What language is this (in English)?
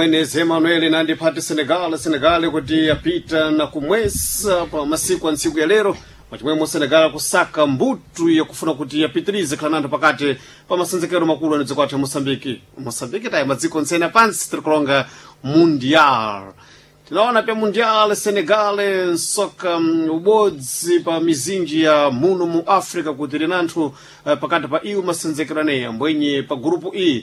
Sena